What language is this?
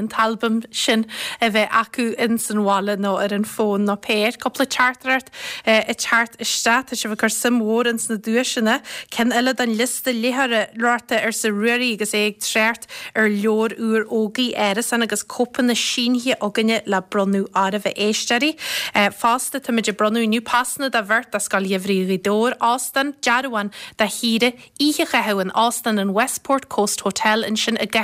Irish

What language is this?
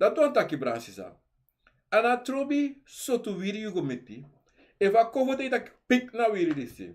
Sranan Tongo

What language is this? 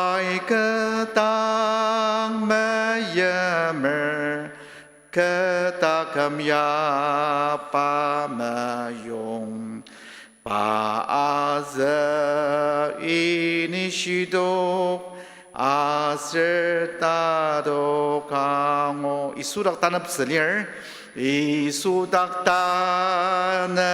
Ao Naga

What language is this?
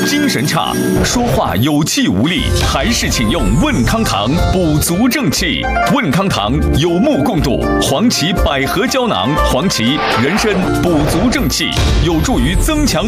Chinese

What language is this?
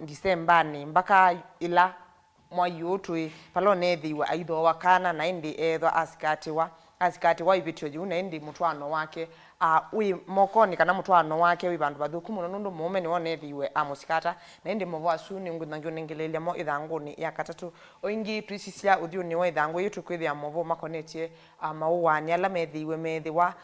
Kamba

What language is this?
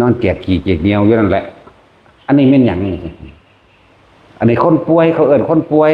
Northeastern Thai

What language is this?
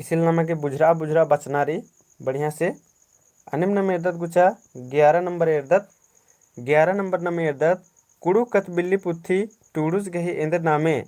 Kurukh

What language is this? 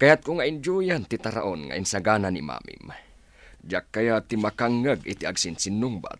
Iloko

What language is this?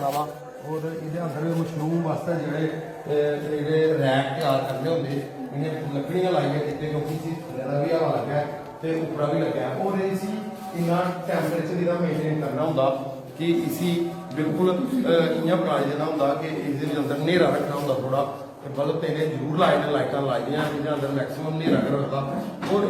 Dogri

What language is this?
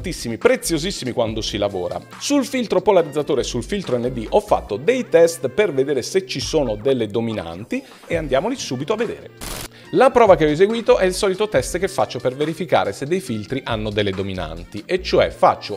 Italian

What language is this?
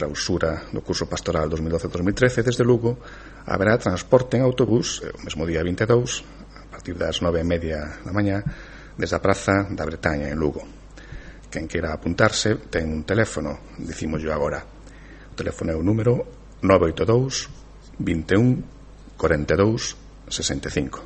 Galician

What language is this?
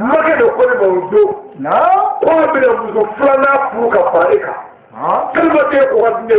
Bambara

